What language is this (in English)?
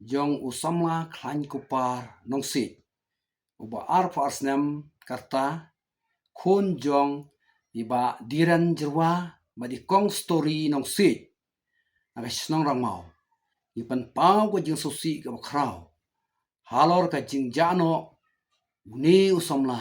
Khasi